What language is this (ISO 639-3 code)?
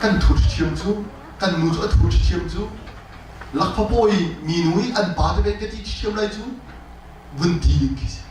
cnh